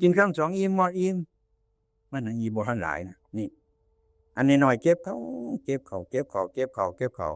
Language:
Northeastern Thai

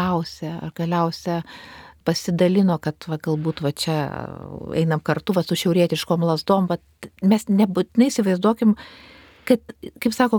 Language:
Lithuanian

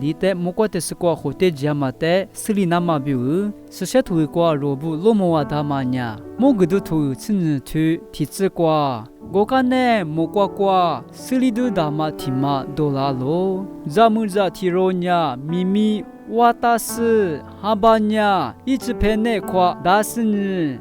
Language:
Lisu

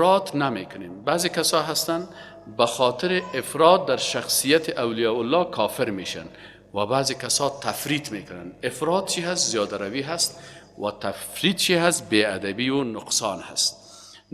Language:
Persian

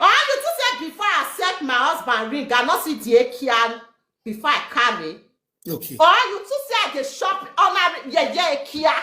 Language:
Nigerian Pidgin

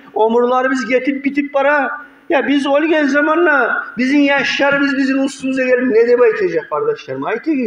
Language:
Kumyk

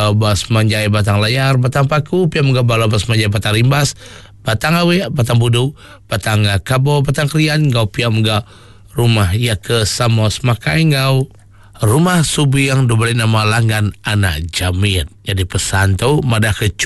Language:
Iban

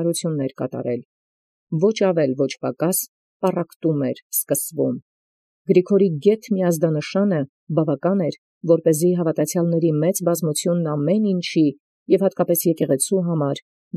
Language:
Armenian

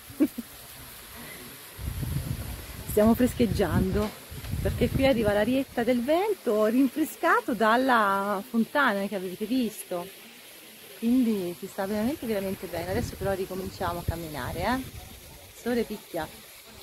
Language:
Italian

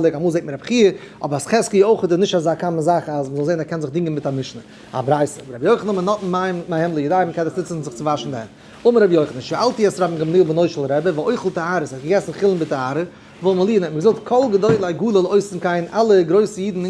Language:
Yiddish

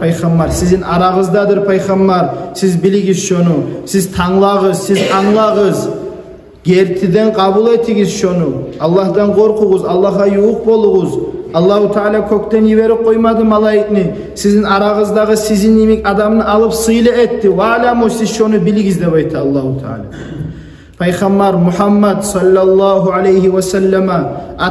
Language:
Kumyk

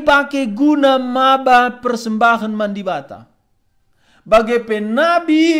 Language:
Batak Karo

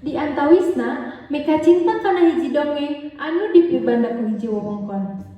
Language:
Sundanese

